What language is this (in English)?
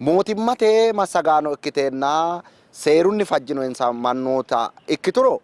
Sidamo